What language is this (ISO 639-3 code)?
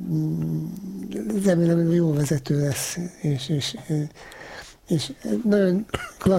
hun